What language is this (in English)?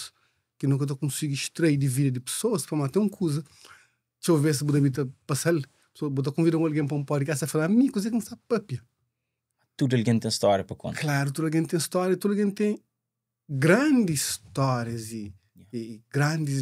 Kabuverdianu